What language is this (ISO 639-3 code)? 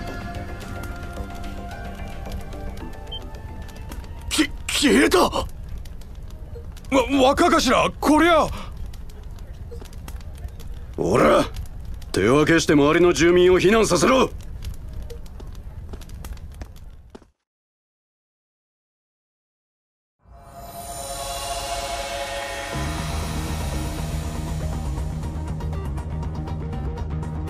jpn